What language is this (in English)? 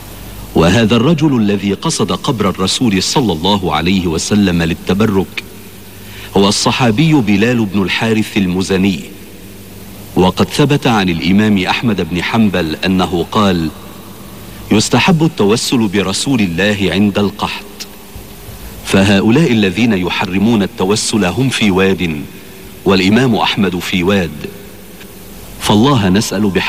Arabic